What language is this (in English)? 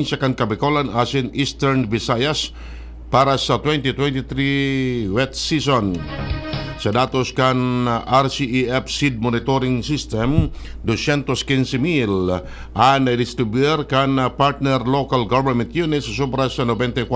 Bikol